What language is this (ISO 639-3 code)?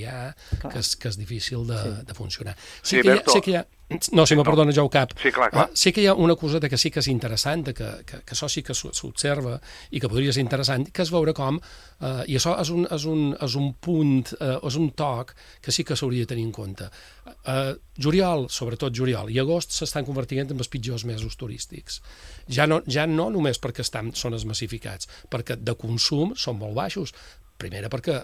cat